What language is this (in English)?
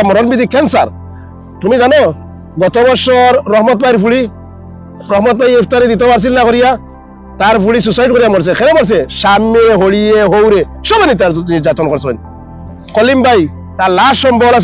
Sylheti